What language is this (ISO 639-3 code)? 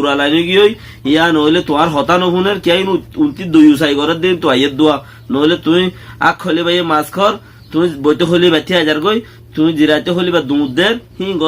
rhg